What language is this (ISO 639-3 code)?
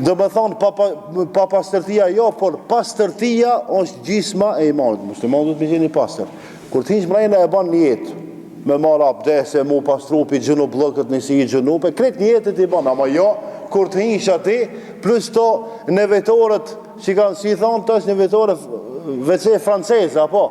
sqi